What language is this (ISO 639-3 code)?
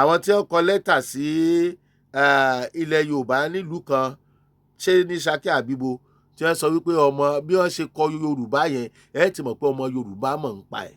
yor